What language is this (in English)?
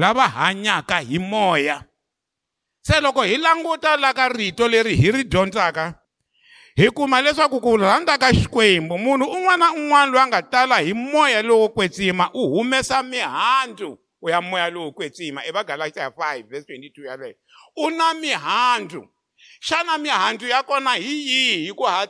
Tsonga